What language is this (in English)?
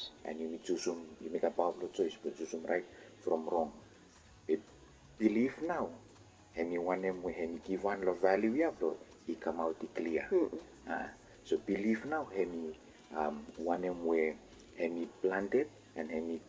Bislama